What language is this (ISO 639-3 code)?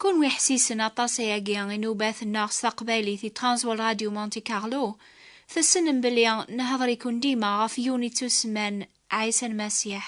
kab